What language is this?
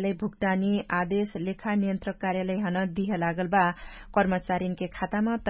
Dangaura Tharu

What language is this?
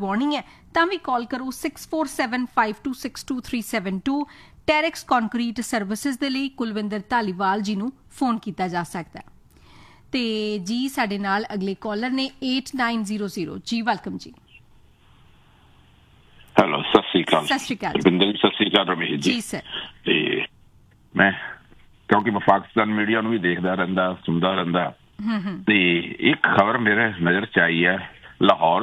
Punjabi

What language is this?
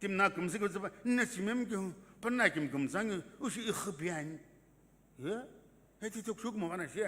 Sumi Naga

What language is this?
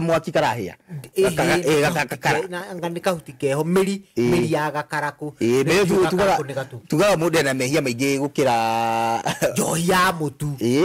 Kikuyu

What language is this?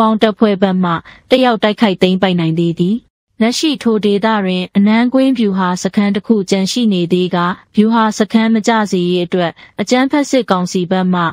Burmese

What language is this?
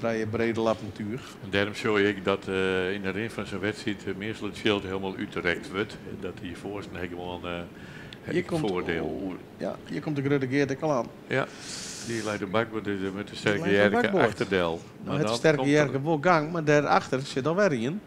Western Frisian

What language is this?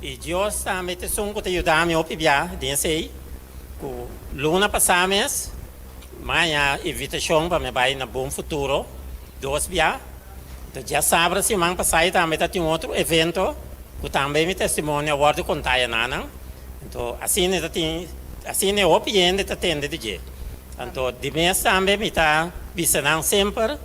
Papiamento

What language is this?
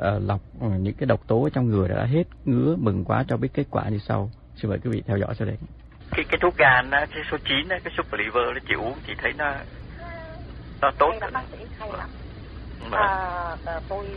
Vietnamese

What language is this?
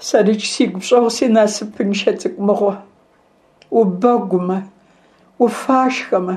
Kabardian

